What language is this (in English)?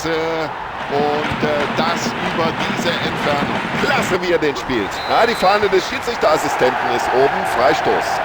Bavarian